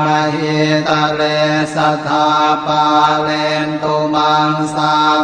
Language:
Pali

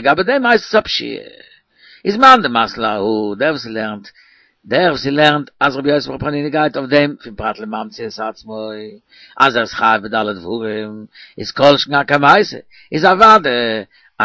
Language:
Yiddish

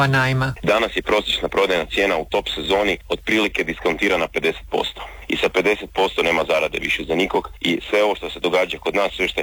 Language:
Croatian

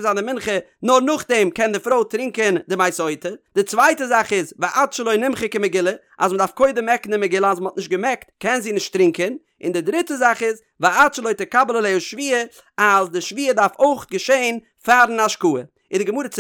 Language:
Yiddish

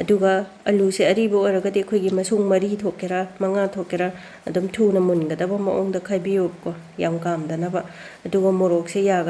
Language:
Manipuri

